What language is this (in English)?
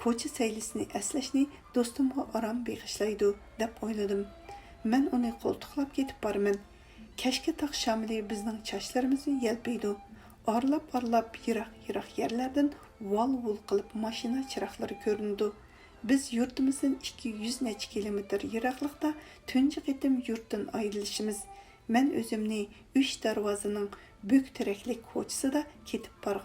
Uyghur